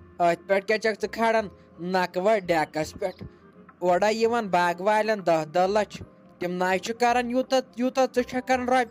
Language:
Kashmiri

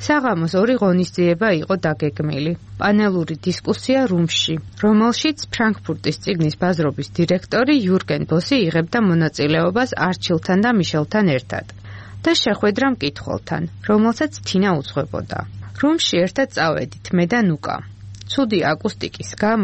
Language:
Georgian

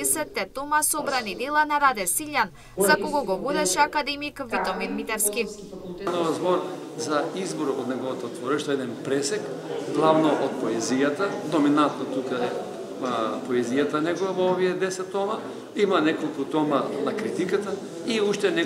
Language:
Macedonian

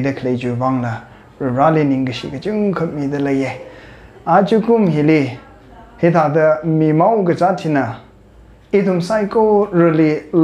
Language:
Tangkhul Naga (India)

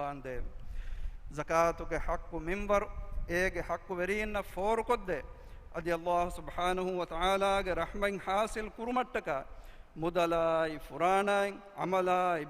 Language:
Divehi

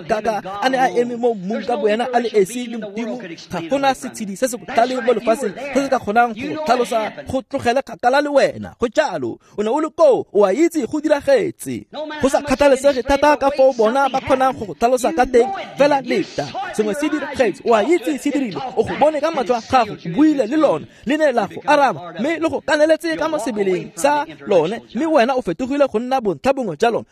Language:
Tswana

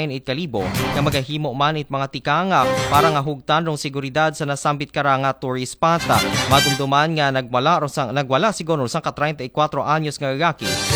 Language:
Aklanon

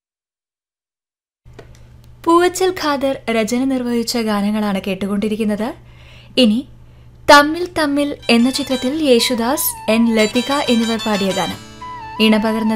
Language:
Malayalam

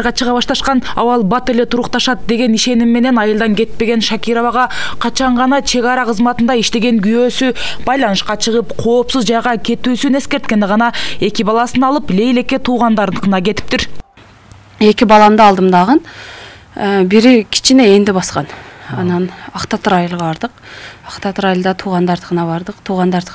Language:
Kyrgyz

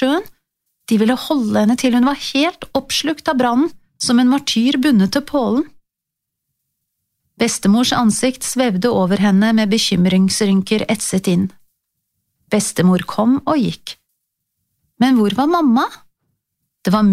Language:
Norwegian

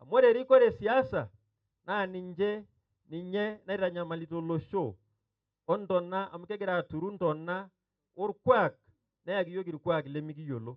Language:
Masai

